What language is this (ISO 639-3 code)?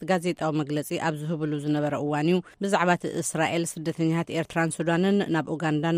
tir